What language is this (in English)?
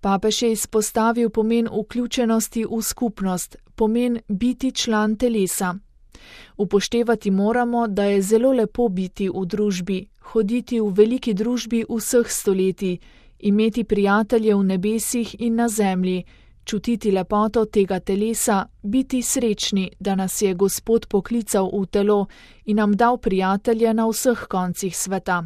Slovenian